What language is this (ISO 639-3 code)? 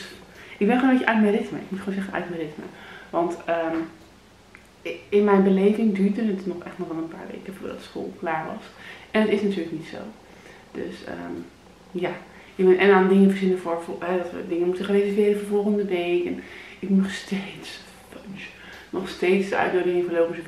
nld